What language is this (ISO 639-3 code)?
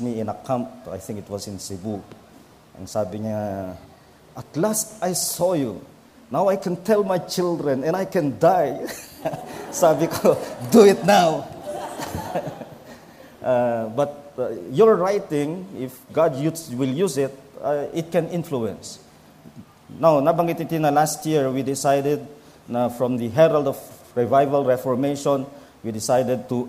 fil